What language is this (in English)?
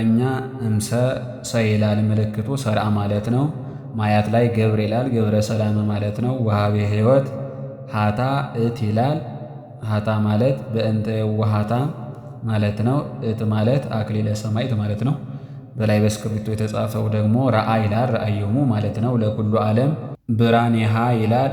Amharic